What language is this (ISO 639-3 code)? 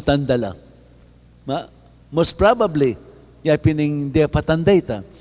pam